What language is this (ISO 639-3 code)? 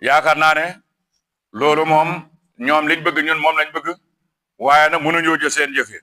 wol